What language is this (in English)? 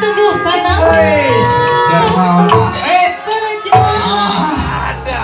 Sundanese